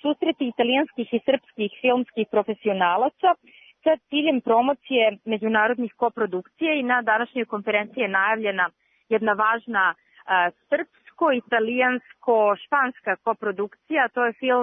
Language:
Serbian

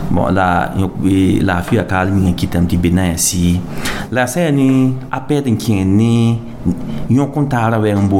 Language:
Mossi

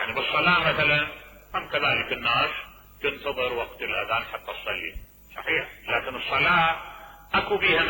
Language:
Mesopotamian Arabic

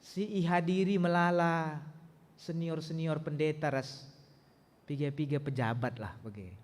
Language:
Batak Karo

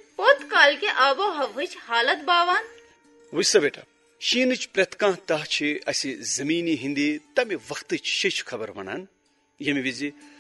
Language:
Kashmiri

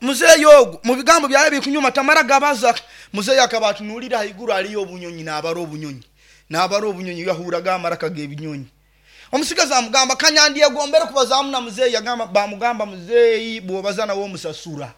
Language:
Nyoro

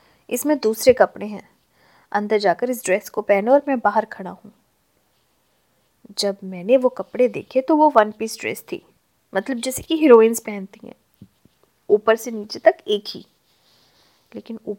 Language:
Hindi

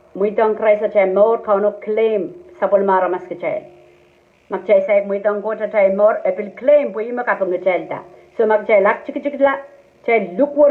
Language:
Pohnpeian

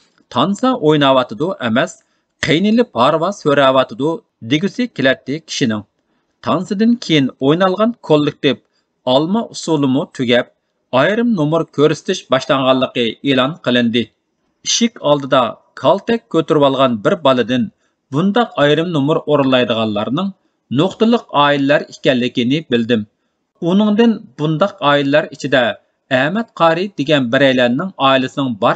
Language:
Uyghur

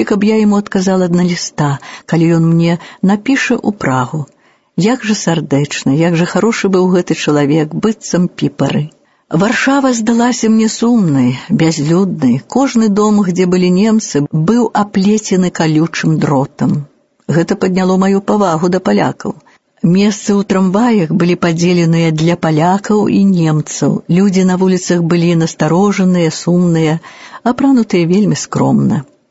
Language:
Belarusian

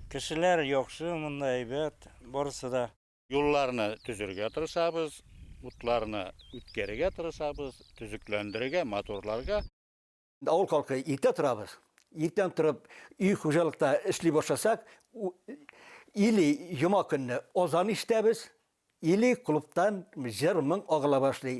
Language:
Bashkir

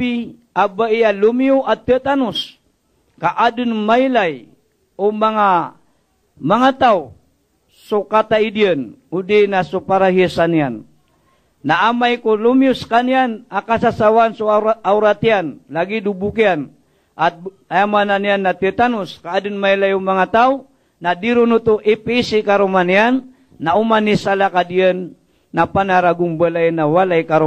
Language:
Maranao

